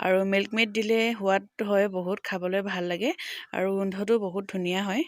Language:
Assamese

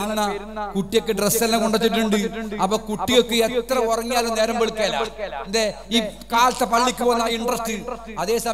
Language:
Malayalam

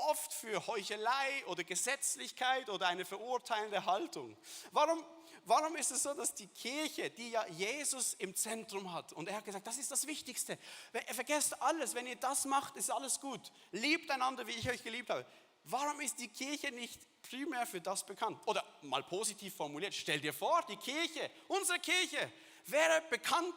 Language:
Swiss German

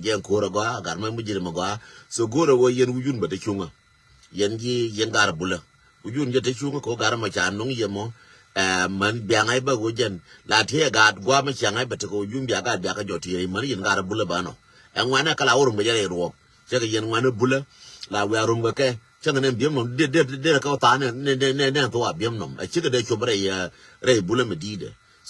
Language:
Nuer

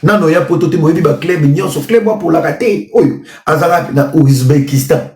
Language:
Lingala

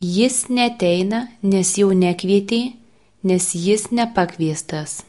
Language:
Lithuanian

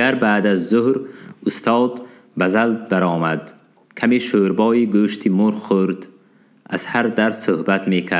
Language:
Tajik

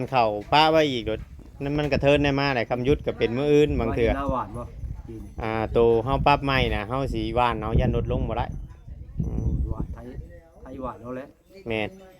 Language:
Northeastern Thai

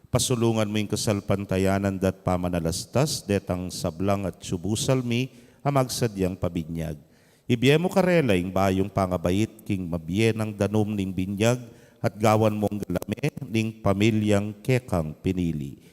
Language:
Pampanga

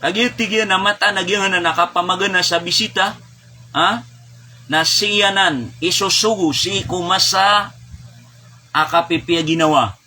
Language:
Maranao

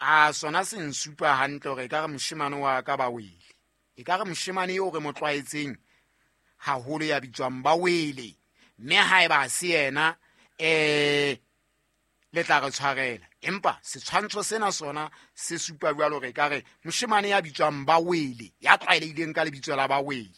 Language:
Southern Sotho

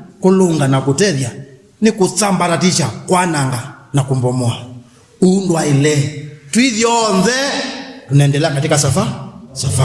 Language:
Kamba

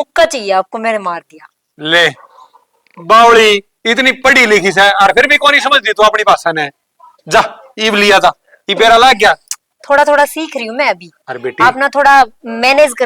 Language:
Haryanvi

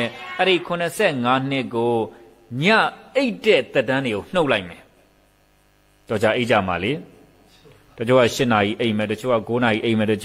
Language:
Burmese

